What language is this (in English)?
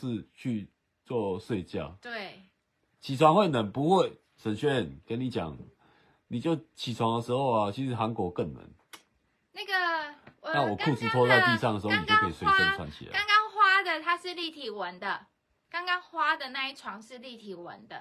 Chinese